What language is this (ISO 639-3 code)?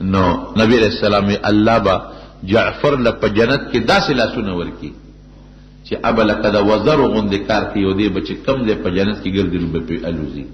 pus